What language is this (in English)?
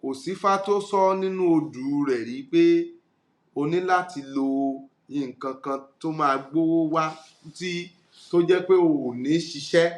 Yoruba